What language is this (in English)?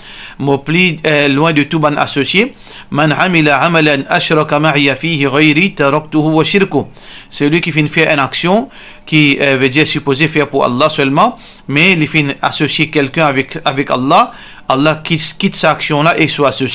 Morisyen